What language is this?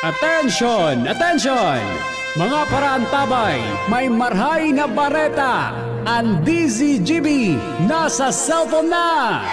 Bikol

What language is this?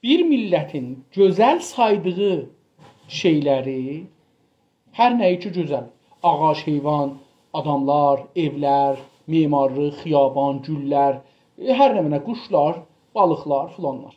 South Azerbaijani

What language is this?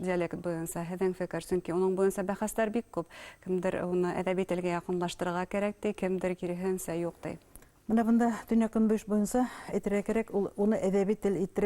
Bashkir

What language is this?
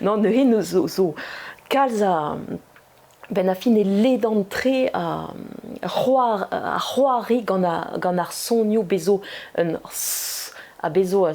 Breton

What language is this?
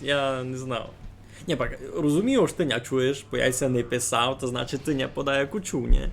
Rusyn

